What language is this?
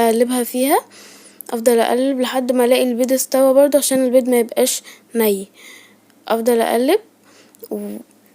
Egyptian Arabic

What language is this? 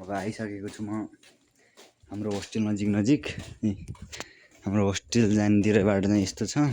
Nepali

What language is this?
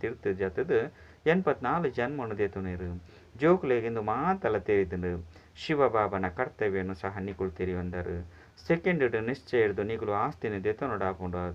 Tulu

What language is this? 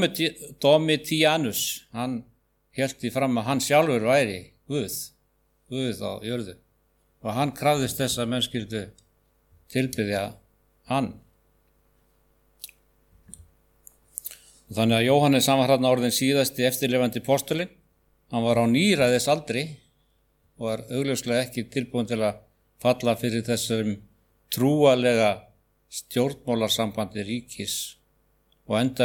Icelandic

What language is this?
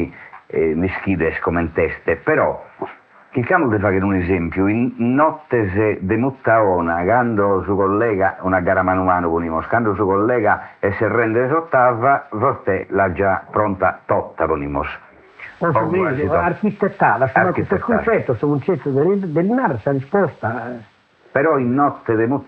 Sardinian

